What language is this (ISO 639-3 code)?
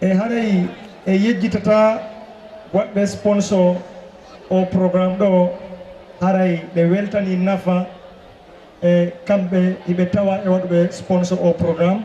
ful